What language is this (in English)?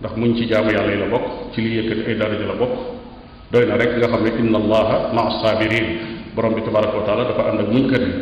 Wolof